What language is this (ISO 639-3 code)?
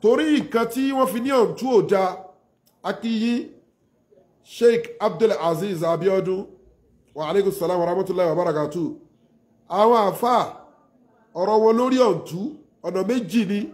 yor